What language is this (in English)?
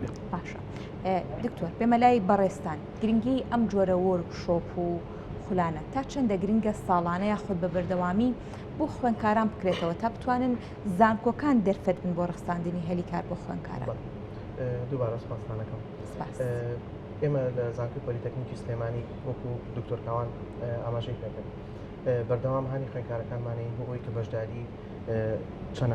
Central Kurdish